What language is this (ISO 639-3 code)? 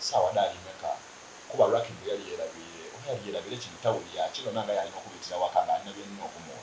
xog